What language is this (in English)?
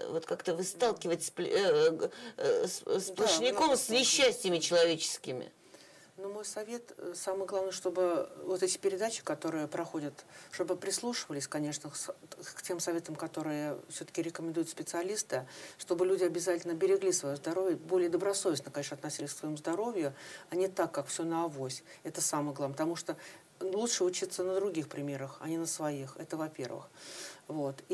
Russian